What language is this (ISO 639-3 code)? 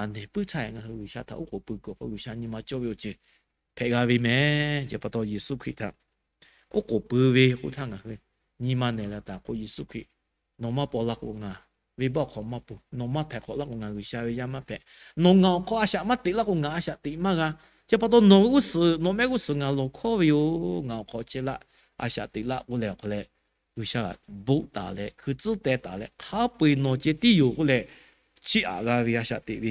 lhu